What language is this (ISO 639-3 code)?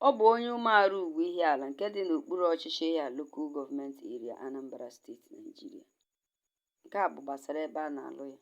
ibo